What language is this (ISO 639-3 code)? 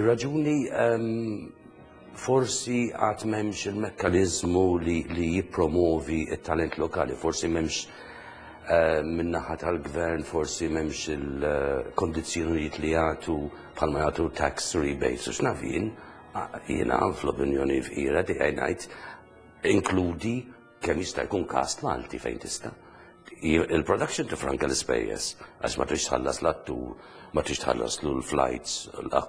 mlt